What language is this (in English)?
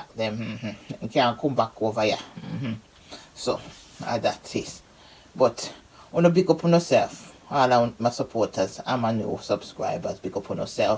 Jamaican Creole English